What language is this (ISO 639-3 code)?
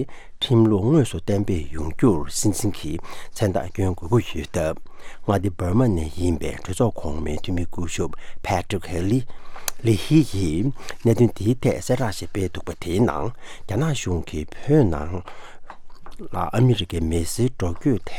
bod